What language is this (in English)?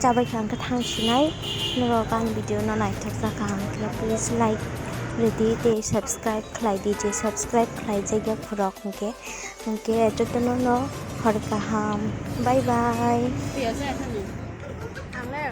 Kok Borok